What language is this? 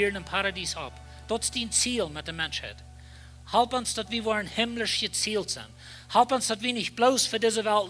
Plautdietsch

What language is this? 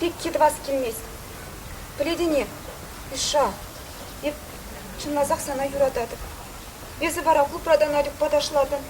Chuvash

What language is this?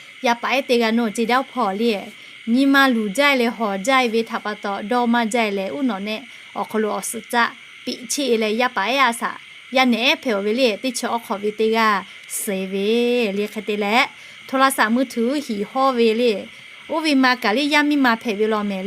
Lahu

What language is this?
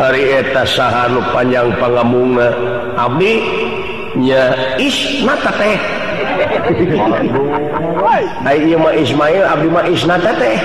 Sundanese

